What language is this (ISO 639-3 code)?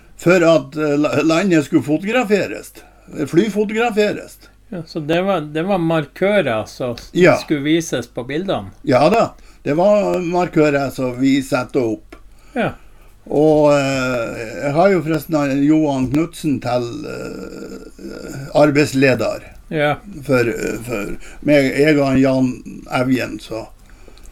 nor